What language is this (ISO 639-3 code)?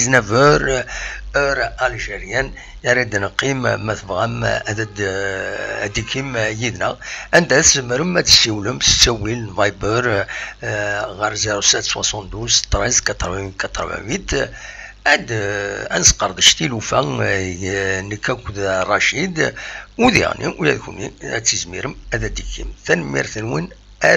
kab